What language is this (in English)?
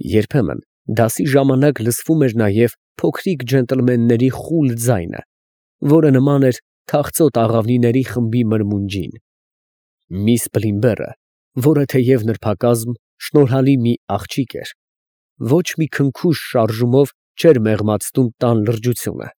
Armenian